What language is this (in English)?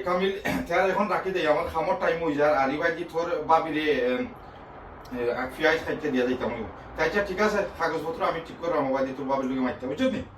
Sylheti